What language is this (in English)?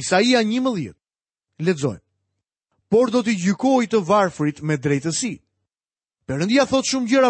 Albanian